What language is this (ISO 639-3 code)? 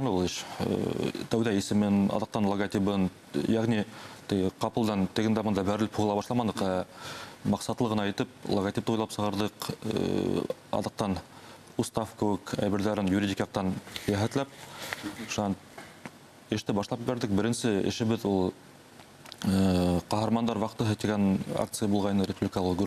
bak